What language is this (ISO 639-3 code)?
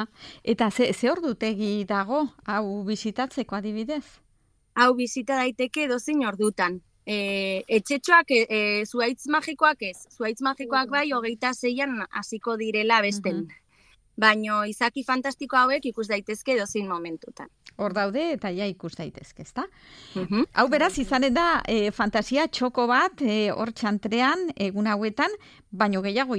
eus